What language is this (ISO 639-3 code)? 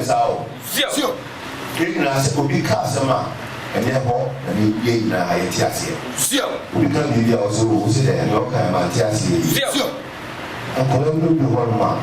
aka